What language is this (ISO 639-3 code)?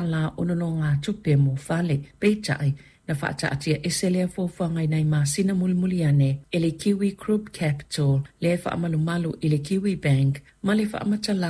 smo